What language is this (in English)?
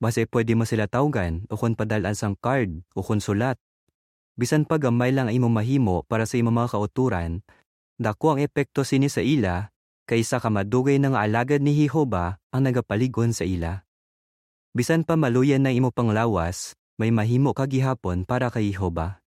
Hiligaynon